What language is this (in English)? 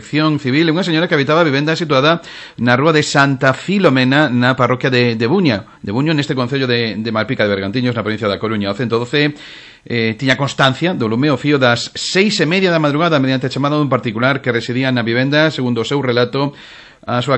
Galician